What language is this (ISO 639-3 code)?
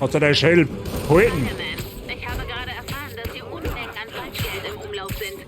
bar